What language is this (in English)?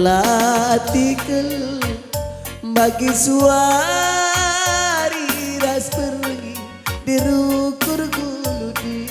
Batak Karo